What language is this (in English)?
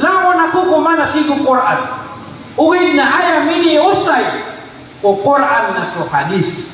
Maranao